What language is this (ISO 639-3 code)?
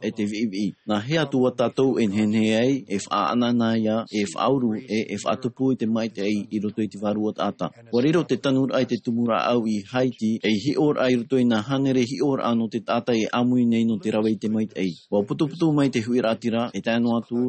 tah